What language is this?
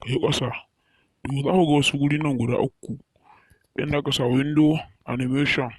Hausa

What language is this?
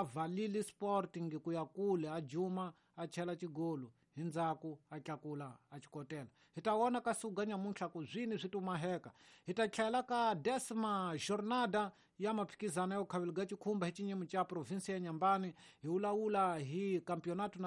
Tsonga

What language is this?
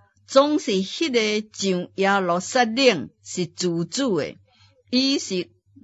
Min Nan Chinese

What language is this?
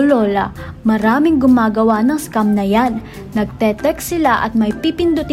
Filipino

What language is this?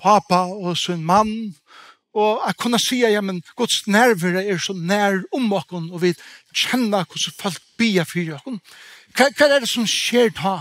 Faroese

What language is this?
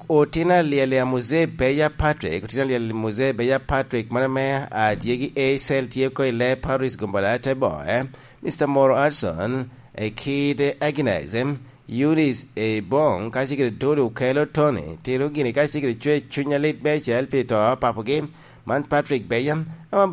Lango (Uganda)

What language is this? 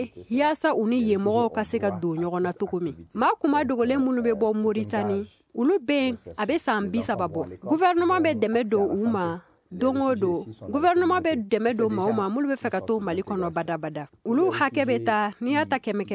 Bambara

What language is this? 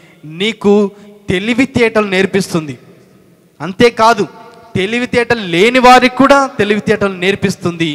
Telugu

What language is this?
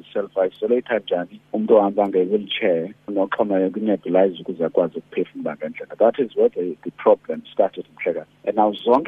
Xhosa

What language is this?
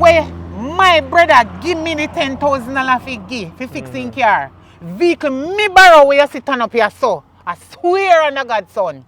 Jamaican Creole English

